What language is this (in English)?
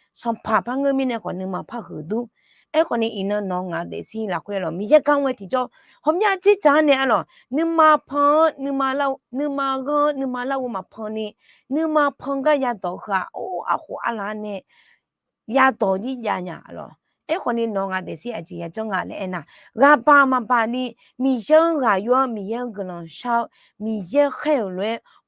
Akha